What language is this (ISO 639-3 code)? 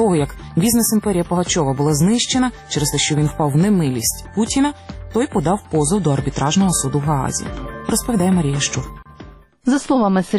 ukr